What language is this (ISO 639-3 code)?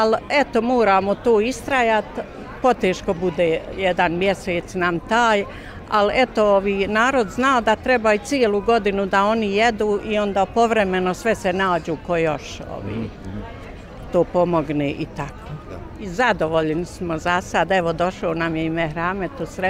bos